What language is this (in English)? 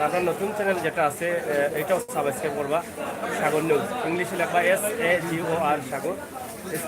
Sylheti